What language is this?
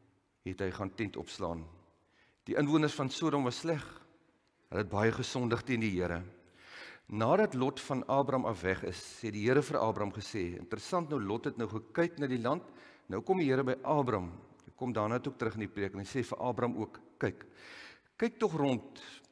Afrikaans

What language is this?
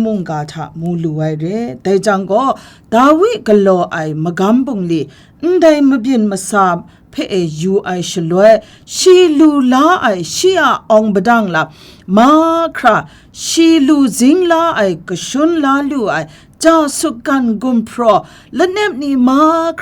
Kachin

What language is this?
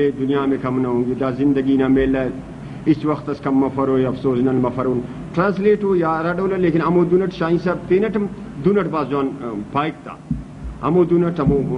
Brahui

